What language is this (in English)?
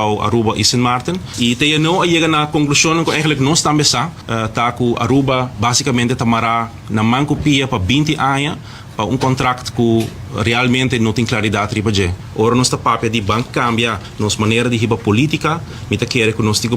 Papiamento